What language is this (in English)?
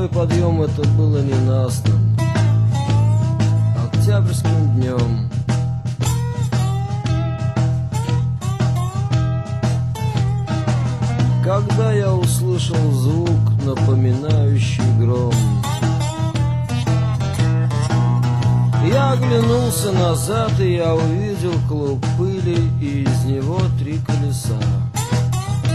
Russian